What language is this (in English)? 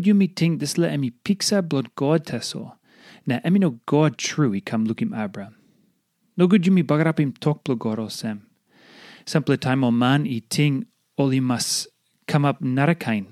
Tok Pisin